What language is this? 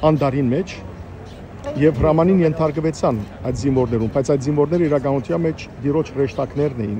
Western Armenian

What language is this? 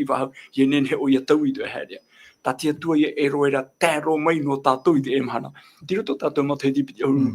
Tahitian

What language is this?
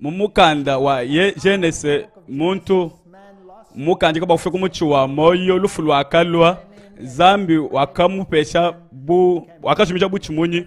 Luba-Lulua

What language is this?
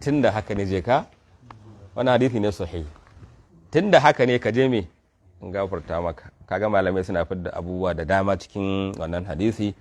Hausa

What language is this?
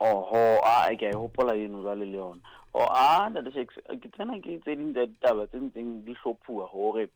Southern Sotho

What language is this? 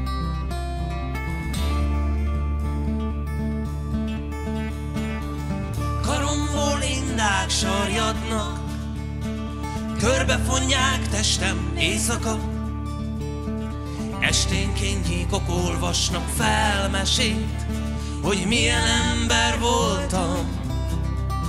Hungarian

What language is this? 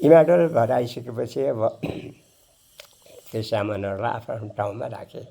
Nepali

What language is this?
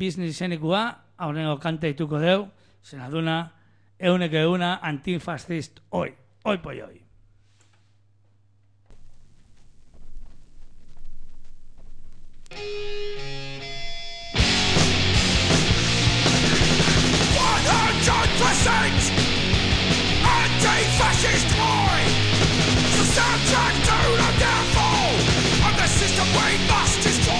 Basque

